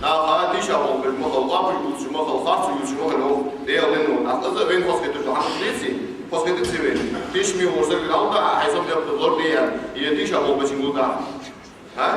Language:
Ingush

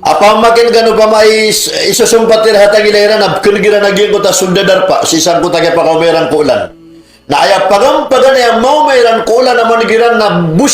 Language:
Maranao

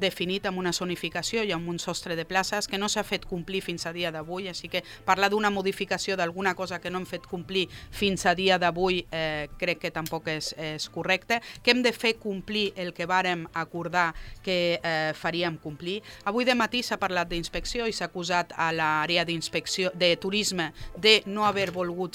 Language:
Catalan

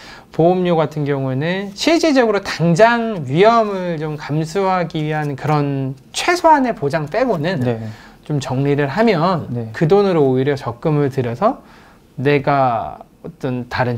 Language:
Korean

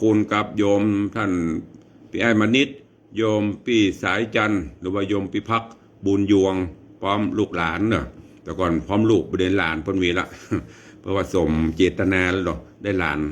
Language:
Northern Thai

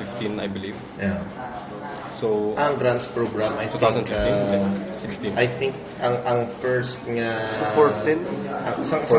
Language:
Hiligaynon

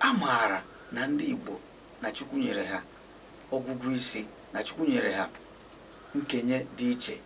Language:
Igbo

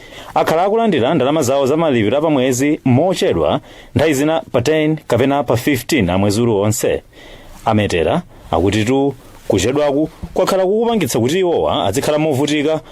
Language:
Nyanja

